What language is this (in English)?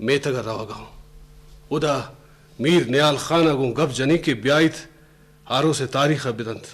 Eastern Balochi